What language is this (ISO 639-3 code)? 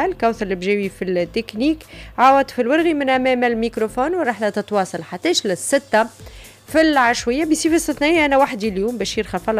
aeb